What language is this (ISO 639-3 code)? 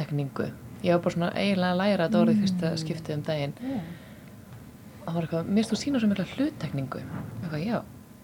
isl